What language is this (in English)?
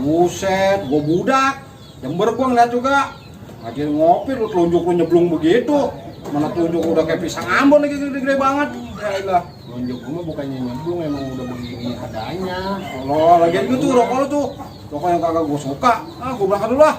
Betawi